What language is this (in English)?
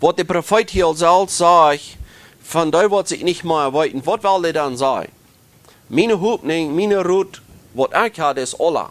Plautdietsch